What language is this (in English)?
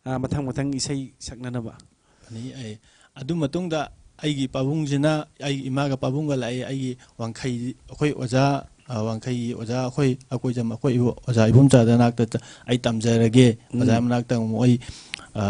Manipuri